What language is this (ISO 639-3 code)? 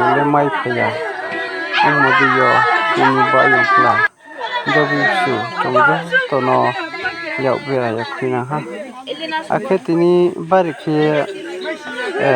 ria